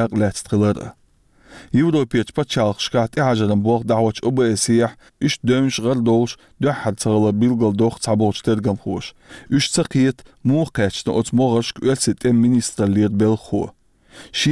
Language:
Chechen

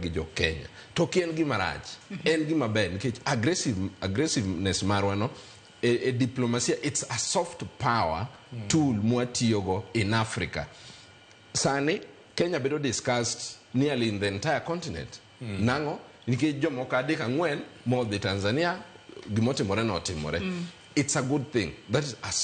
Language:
Luo (Kenya and Tanzania)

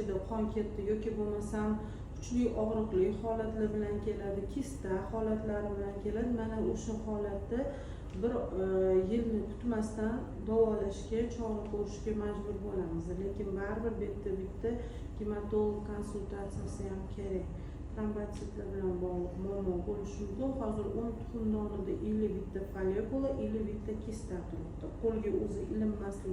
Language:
Uzbek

